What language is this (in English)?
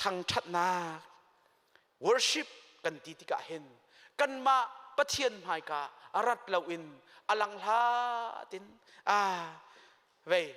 Hakha Chin